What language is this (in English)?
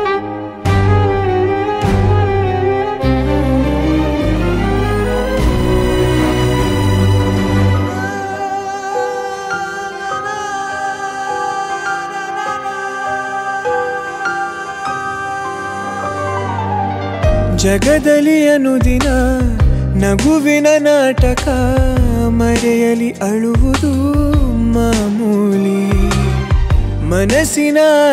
Kannada